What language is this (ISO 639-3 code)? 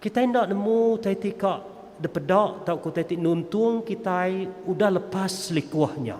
iba